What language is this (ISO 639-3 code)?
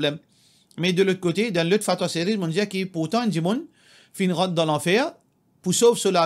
mfe